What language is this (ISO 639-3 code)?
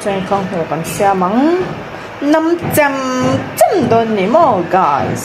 lus